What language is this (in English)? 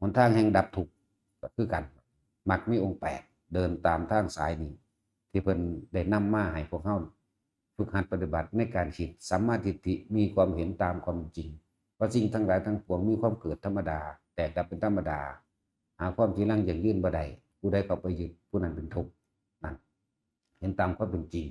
Northeastern Thai